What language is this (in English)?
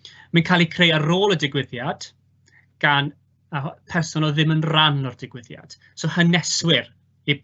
Welsh